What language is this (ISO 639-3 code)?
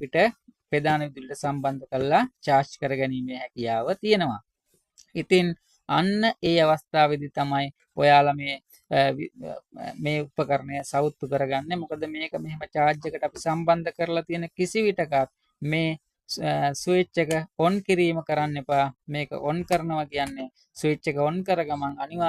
sin